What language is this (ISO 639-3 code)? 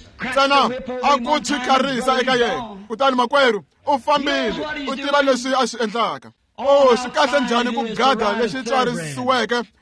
tso